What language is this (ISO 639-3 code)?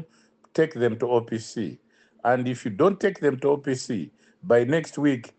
eng